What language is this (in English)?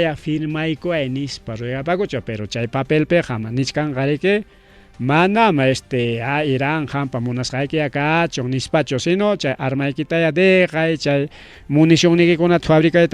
Ayacucho Quechua